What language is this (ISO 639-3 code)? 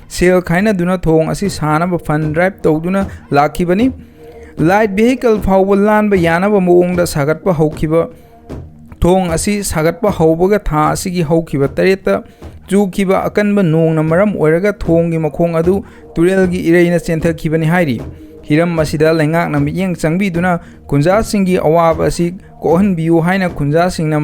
mni